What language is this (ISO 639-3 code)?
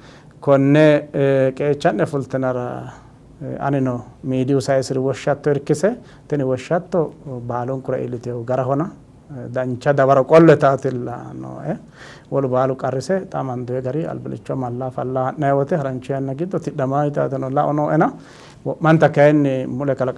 sid